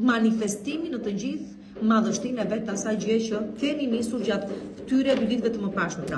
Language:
Albanian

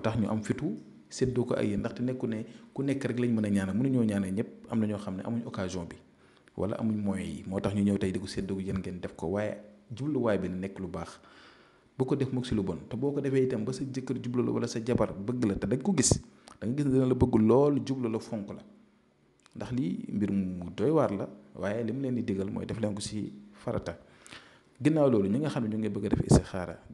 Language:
Wolof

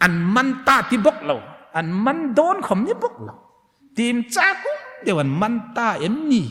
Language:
Hmar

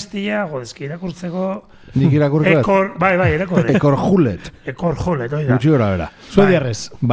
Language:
Basque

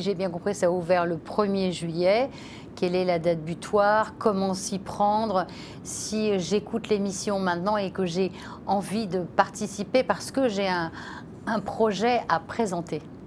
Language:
French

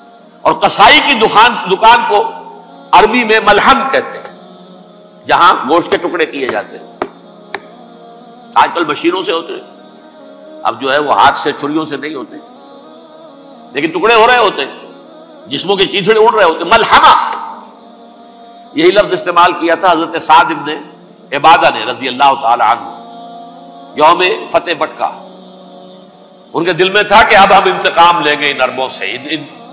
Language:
Urdu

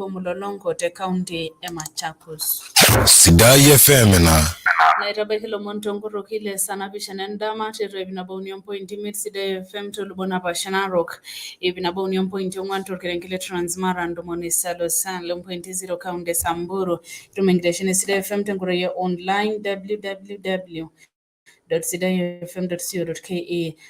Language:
Masai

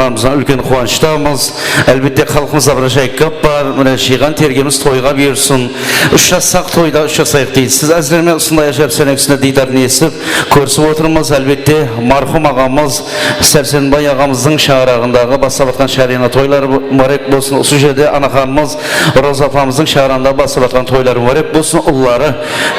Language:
Kara-Kalpak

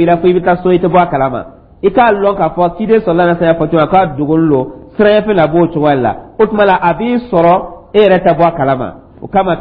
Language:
Dyula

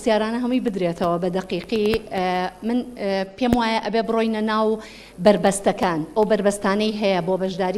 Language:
Central Kurdish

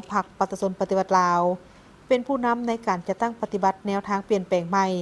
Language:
Lao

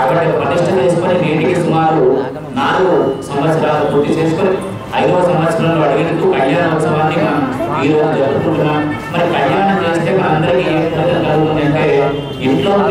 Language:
Telugu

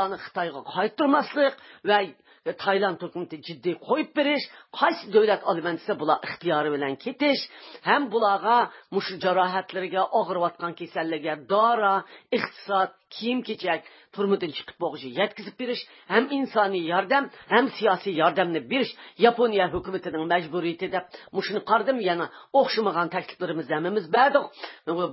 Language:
Uyghur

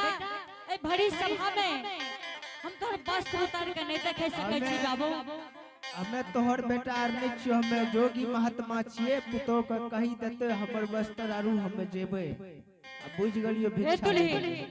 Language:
Angika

